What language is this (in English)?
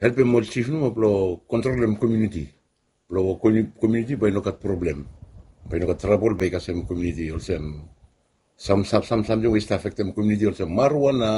Bislama